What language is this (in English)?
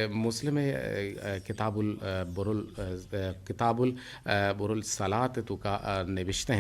Eastern Balochi